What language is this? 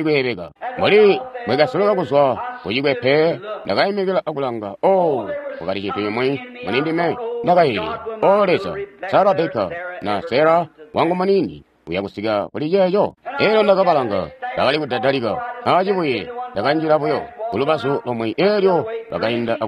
Tonga (Zambia)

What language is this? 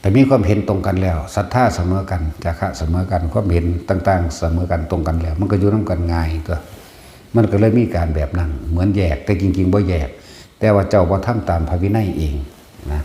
Northeastern Thai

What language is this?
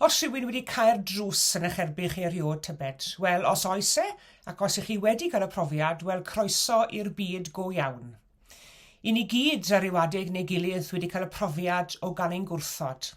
Welsh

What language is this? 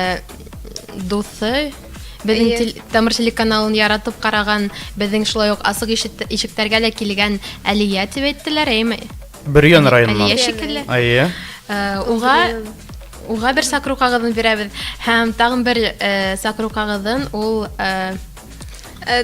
Bashkir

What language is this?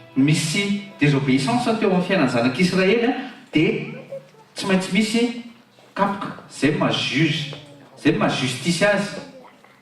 Malagasy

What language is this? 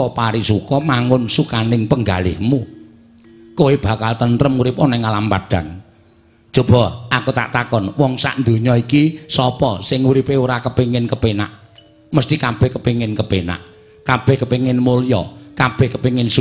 Javanese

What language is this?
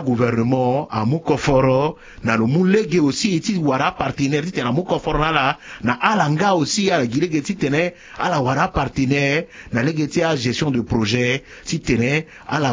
Sango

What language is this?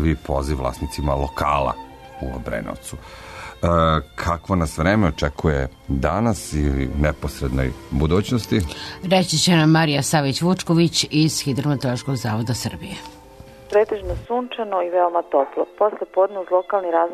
Serbian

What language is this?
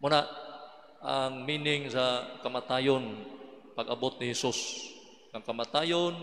Cebuano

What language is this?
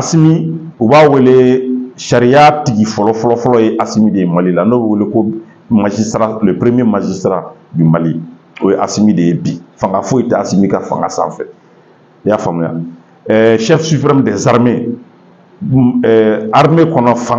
Bambara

